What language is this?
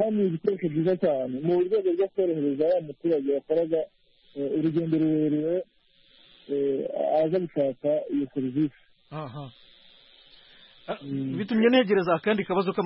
Kinyarwanda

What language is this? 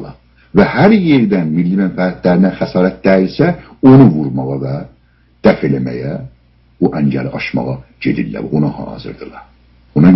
South Azerbaijani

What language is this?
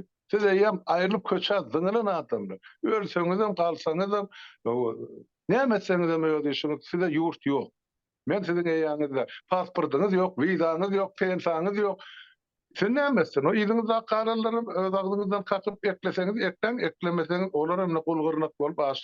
Turkmen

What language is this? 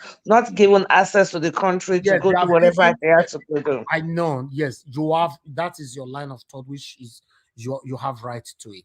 Nigerian Pidgin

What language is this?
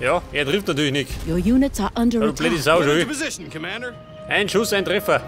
Bavarian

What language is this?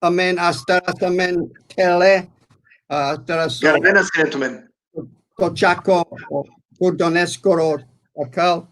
Balkan Romani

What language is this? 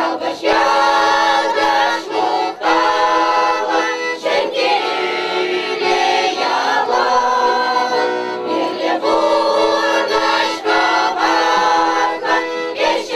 Chuvash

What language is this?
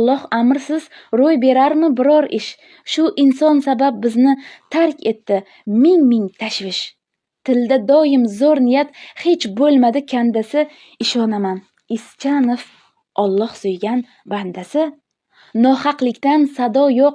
Uzbek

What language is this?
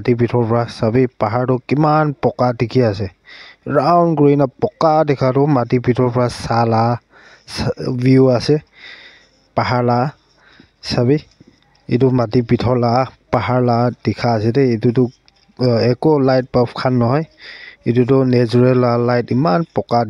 Naga Pidgin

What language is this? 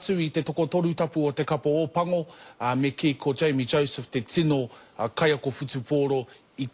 Māori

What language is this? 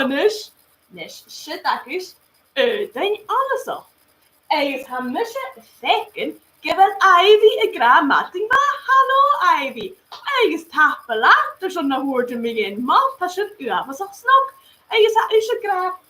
Scottish Gaelic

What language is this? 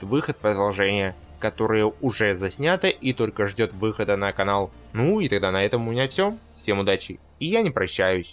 Russian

